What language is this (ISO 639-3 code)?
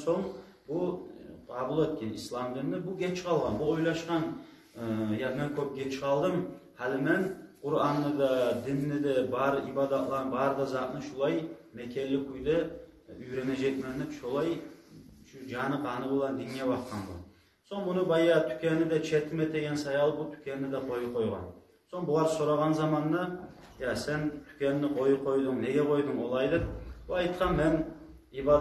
kum